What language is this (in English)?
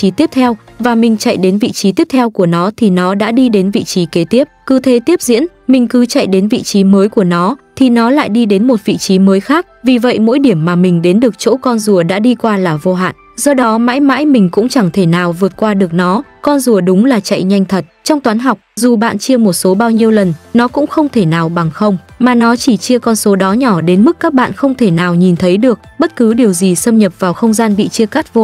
Vietnamese